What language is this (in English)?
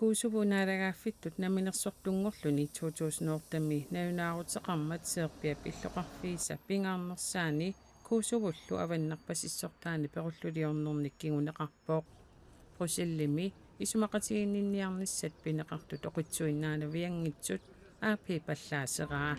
Kalaallisut